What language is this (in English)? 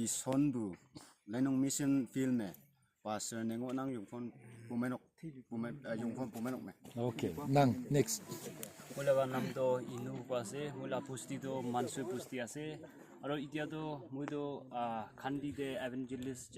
Naga Pidgin